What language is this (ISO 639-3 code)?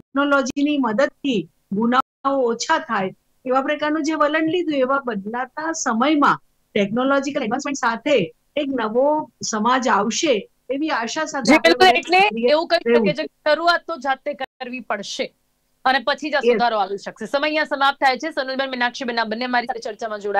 guj